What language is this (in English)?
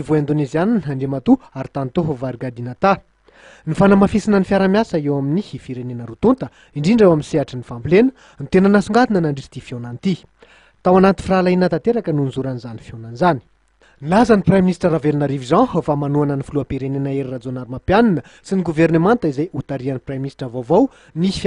Malagasy